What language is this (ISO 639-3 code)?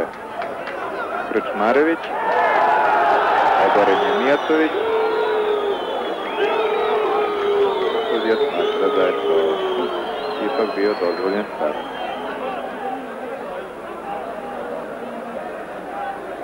srp